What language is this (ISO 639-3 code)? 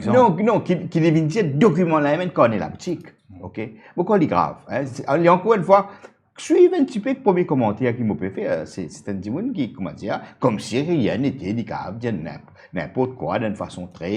mfe